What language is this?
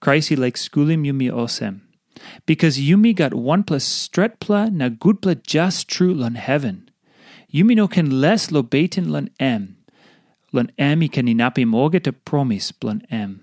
Tok Pisin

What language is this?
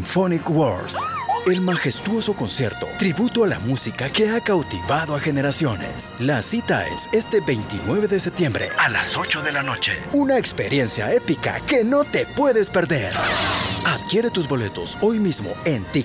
Spanish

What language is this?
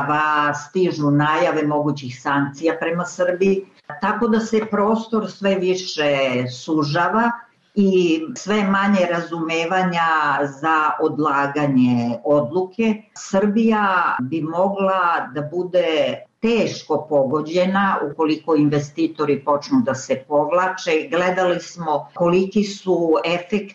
Serbian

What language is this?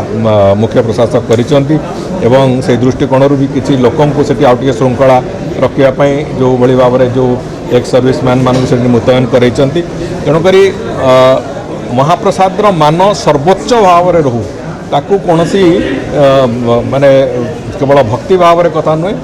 Odia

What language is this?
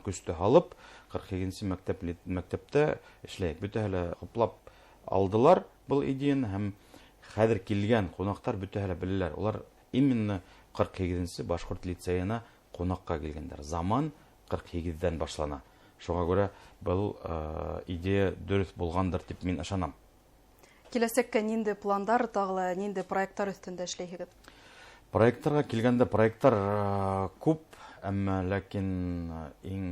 Bashkir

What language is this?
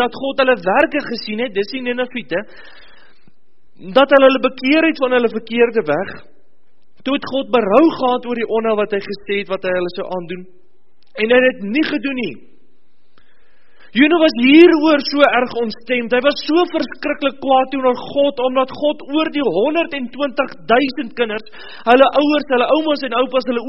Afrikaans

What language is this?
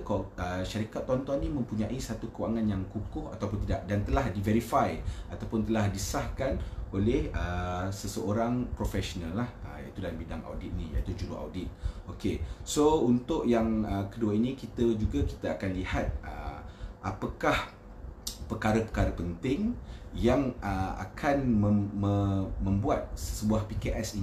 Malay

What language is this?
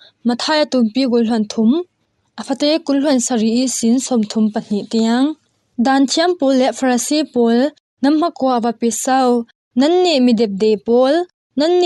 Falam Chin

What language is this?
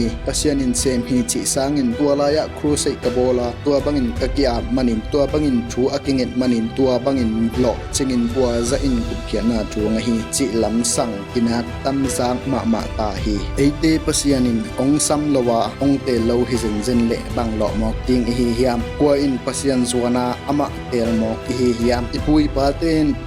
Tedim Chin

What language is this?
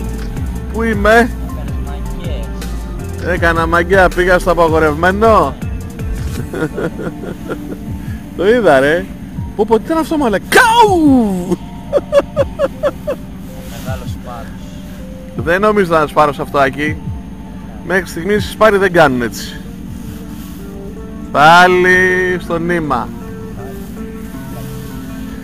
Greek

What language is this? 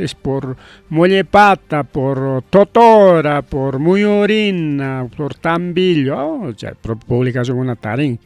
Ayacucho Quechua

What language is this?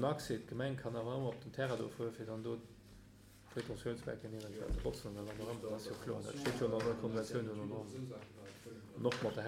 Luxembourgish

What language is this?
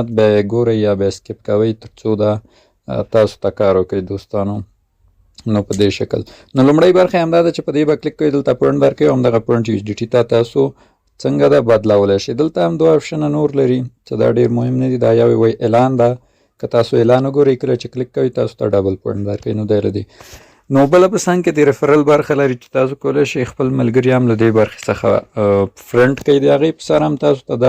Pashto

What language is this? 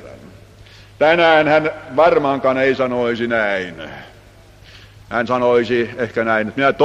Finnish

